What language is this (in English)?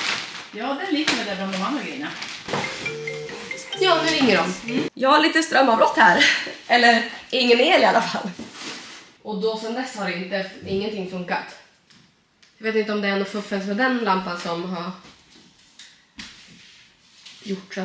Swedish